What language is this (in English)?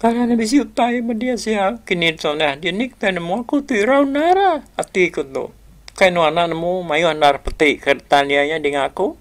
Iban